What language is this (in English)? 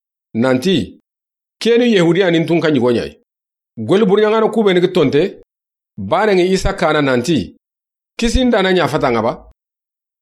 Soninke